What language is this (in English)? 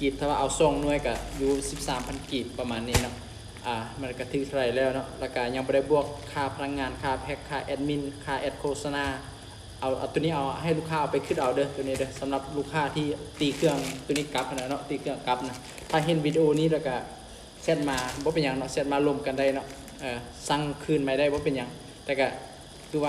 Lao